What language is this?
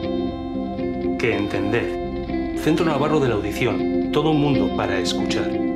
Spanish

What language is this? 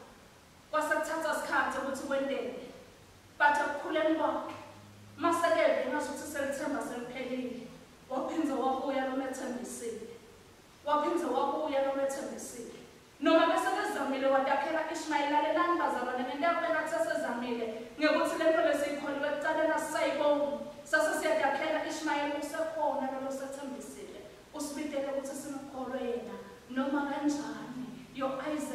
Swati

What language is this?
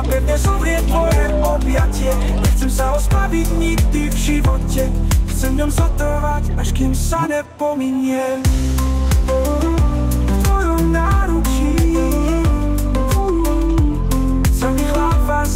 Slovak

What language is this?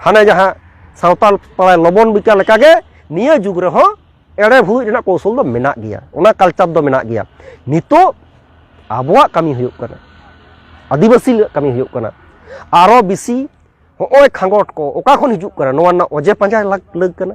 Santali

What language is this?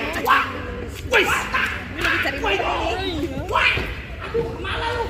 Betawi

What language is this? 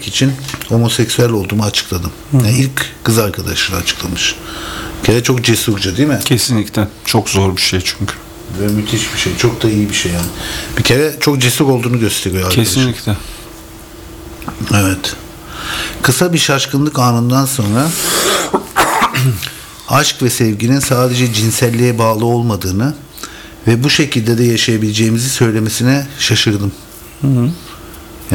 Turkish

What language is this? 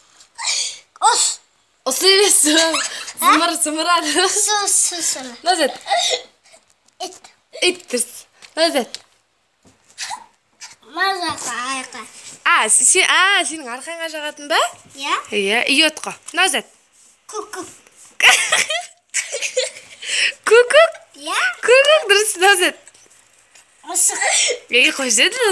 Kazakh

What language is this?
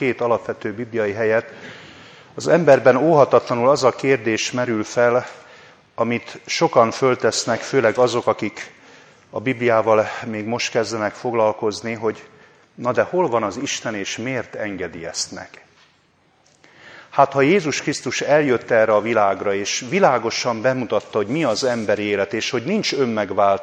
Hungarian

